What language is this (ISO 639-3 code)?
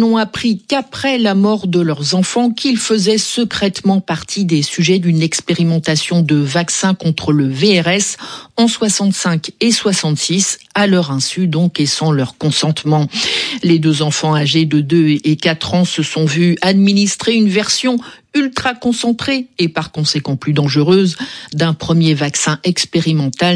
fra